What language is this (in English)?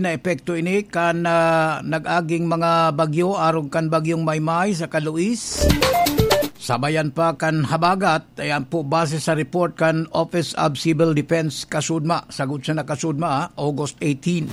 Bikol